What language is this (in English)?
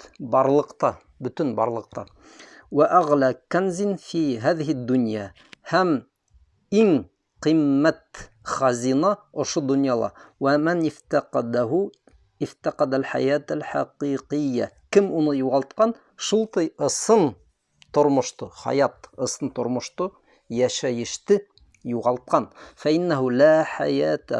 Bashkir